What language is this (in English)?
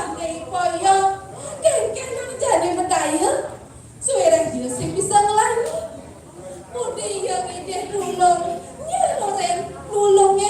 Balinese